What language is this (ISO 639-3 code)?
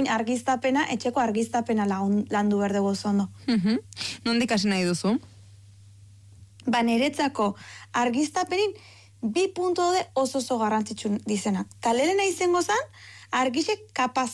eus